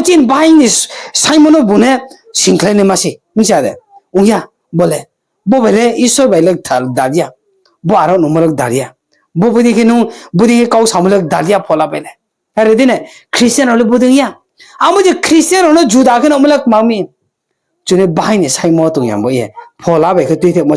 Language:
Riang (India)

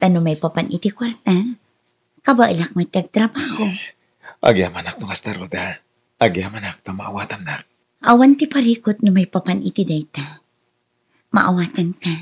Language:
Iloko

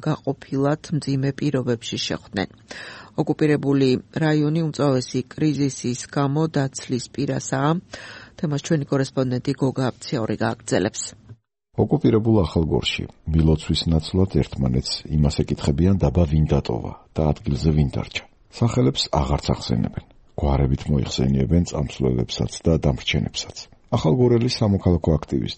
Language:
Georgian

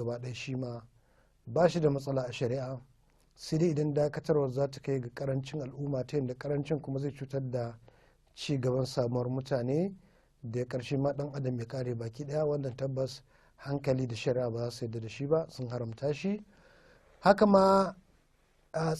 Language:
Hausa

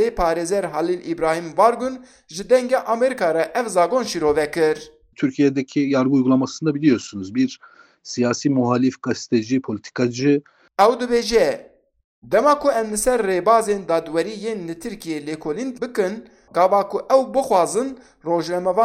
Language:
Kurdish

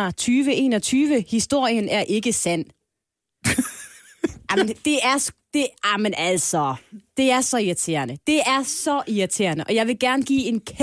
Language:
Danish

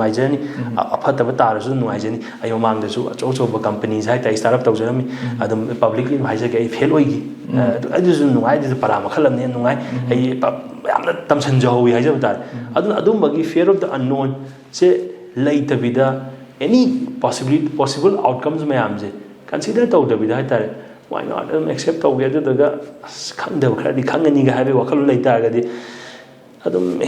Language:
Manipuri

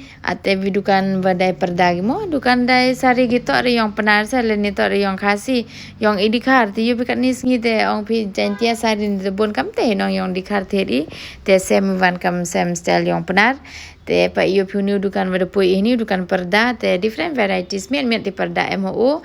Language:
Pnar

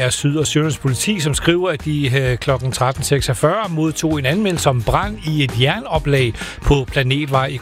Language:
Danish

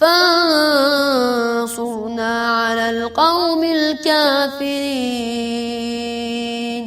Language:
Ingush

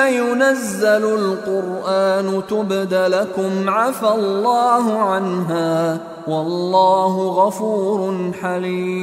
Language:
Arabic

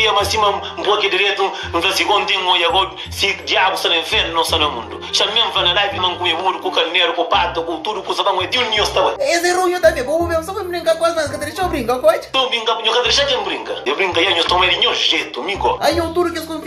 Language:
Kabuverdianu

